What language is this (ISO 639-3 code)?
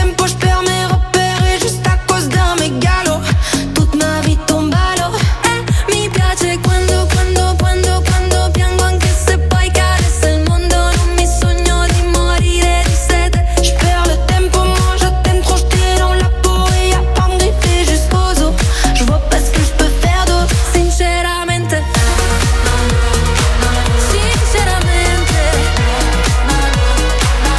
fra